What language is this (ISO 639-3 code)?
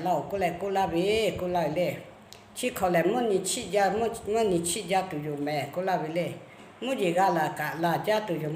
lhu